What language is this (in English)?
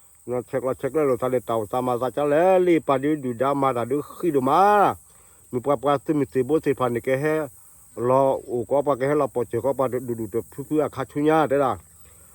S'gaw Karen